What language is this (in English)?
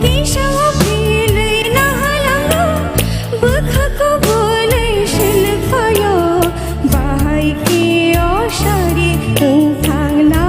Kok Borok